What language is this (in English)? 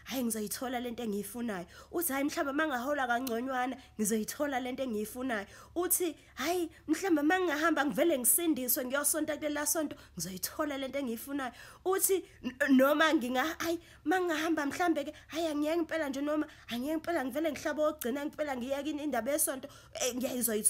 Zulu